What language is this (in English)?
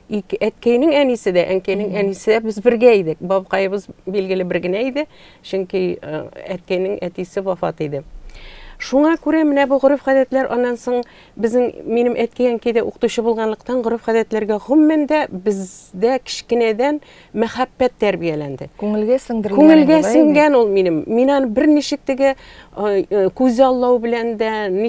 Tatar